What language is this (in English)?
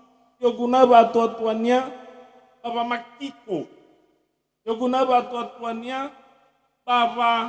Nias